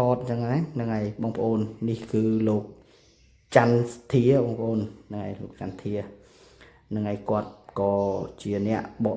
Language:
Khmer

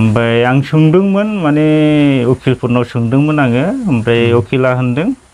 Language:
Bodo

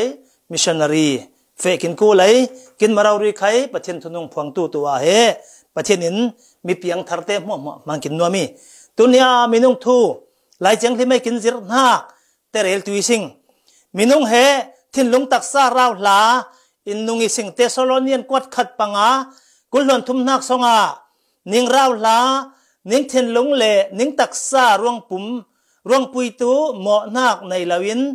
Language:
Falam Chin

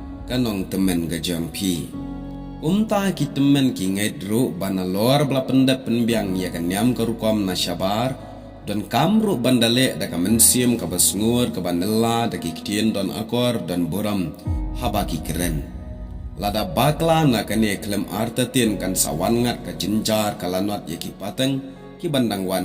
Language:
Khasi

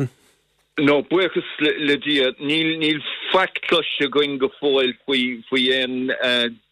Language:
Irish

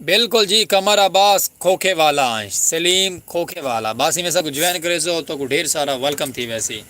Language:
Saraiki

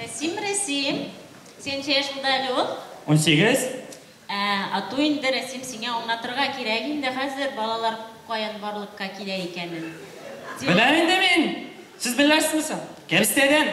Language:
Bashkir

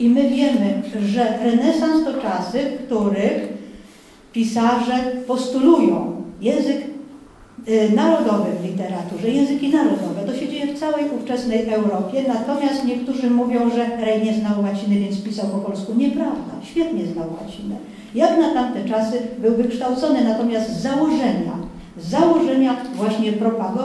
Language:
Polish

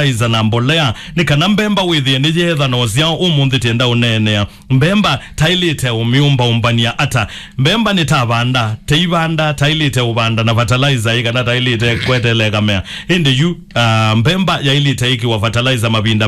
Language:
Kamba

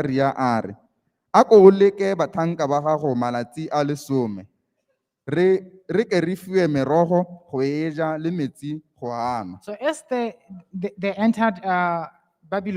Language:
Tswana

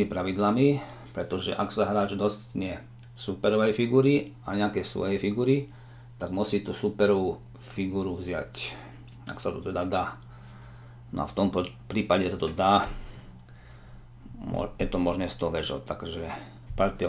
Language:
Slovak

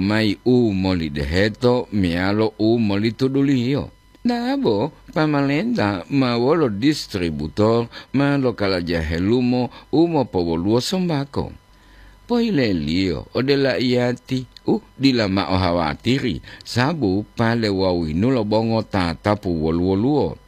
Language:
Gorontalo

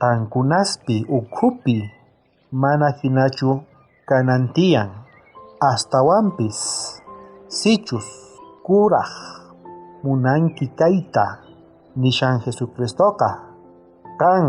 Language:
South Bolivian Quechua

